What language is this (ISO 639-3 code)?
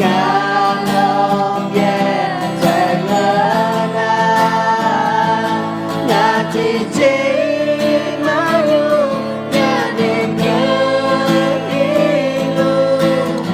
ahk